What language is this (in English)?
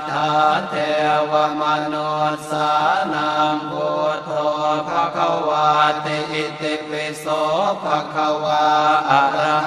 Pali